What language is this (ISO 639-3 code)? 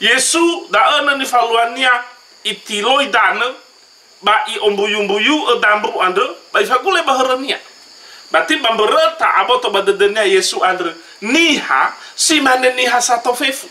nia